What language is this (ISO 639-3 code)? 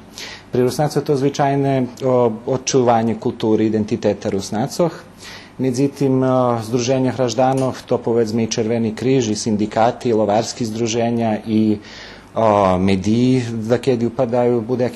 rue